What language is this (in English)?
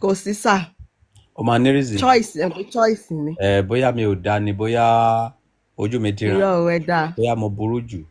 Yoruba